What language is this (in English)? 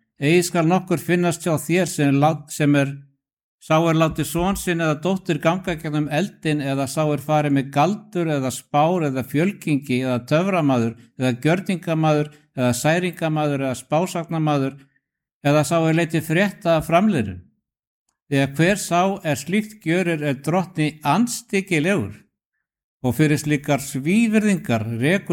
Icelandic